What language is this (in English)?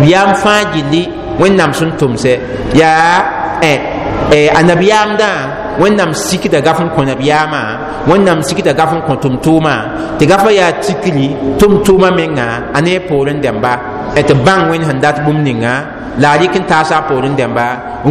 Mossi